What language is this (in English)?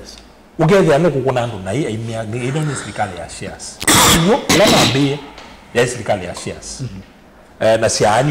Kamba